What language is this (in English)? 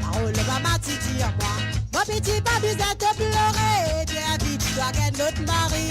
Morisyen